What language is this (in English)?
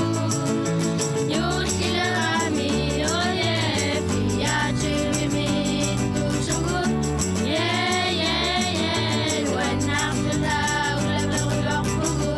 Kalaallisut